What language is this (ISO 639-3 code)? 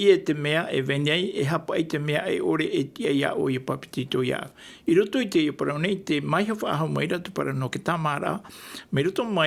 tah